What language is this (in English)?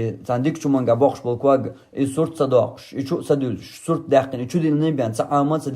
Chechen